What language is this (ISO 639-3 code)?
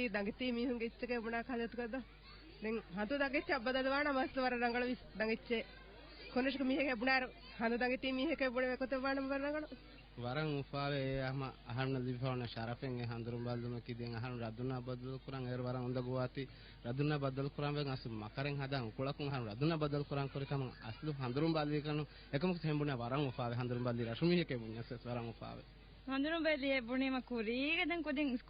div